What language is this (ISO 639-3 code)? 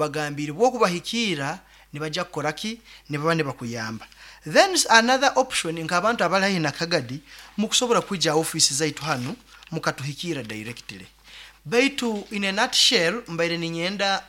nyn